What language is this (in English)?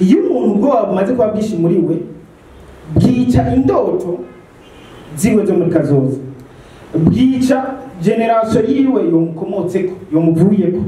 Rundi